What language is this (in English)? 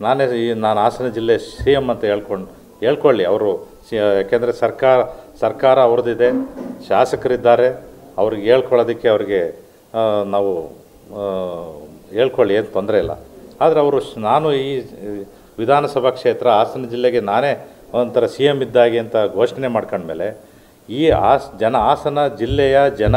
Kannada